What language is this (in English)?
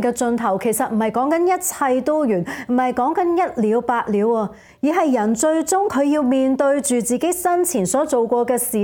Cantonese